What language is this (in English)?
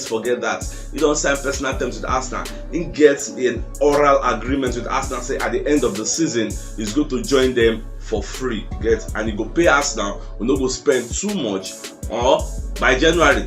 Nigerian Pidgin